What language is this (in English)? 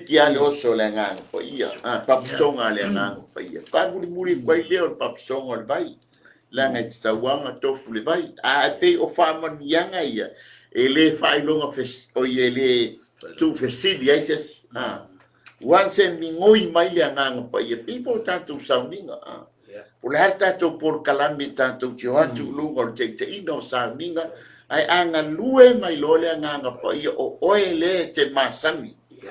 Samoan